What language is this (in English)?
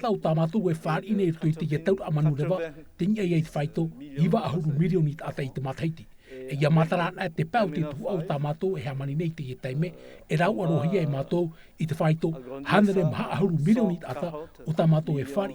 Tahitian